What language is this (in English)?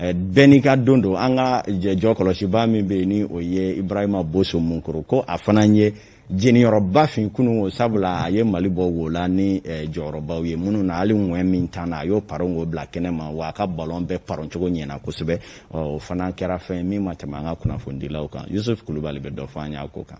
Bambara